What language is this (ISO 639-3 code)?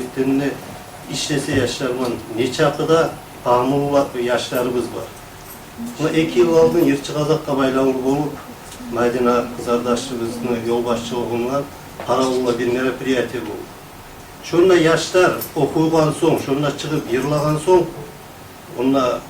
kum